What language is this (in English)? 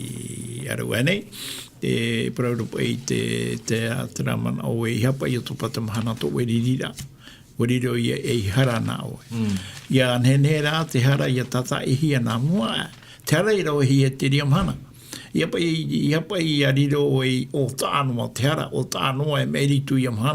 Tahitian